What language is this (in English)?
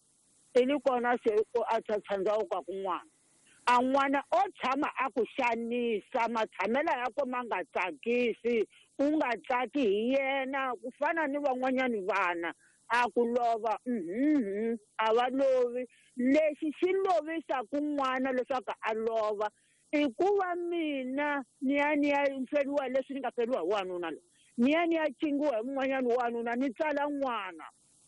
Tsonga